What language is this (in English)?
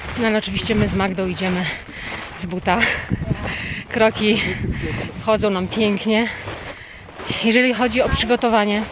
Polish